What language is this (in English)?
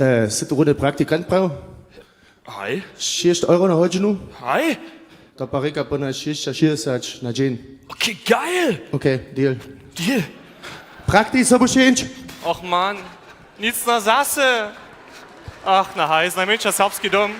Upper Sorbian